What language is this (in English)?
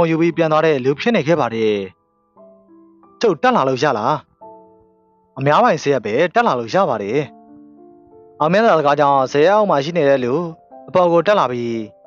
Burmese